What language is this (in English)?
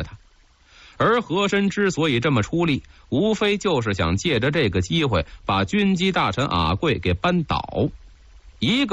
Chinese